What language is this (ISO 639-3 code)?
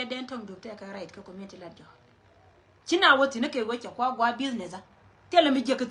nus